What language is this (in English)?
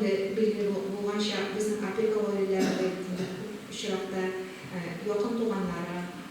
Tatar